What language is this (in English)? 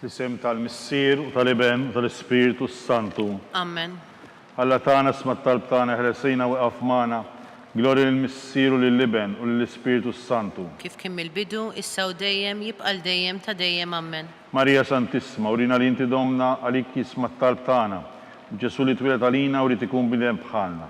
Maltese